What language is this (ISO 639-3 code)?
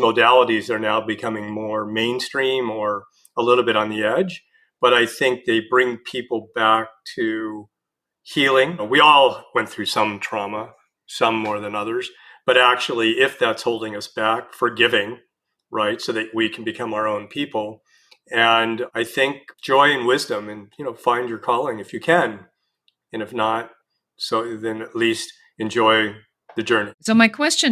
eng